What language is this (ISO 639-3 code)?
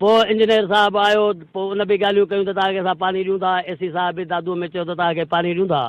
snd